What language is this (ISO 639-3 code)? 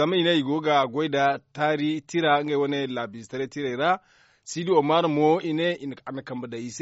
dje